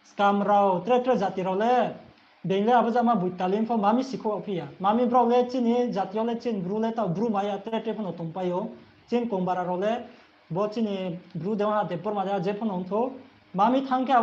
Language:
Riang (India)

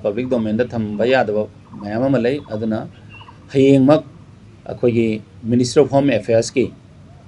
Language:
Manipuri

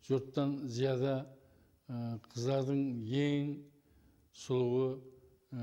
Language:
Kara-Kalpak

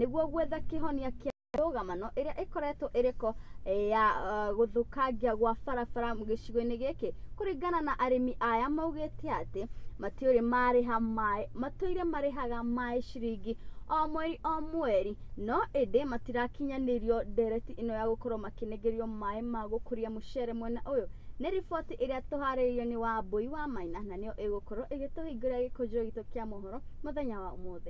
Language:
Kikuyu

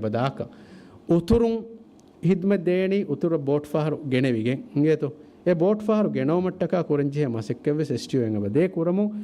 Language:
Divehi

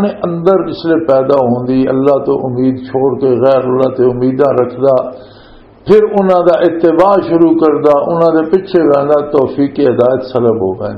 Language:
Western Panjabi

